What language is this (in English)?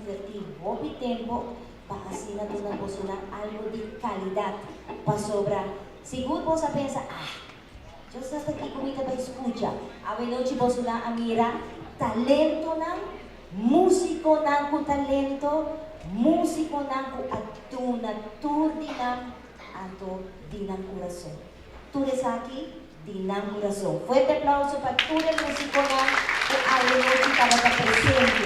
Papiamento